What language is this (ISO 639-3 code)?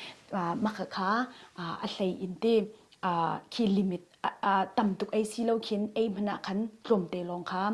cnh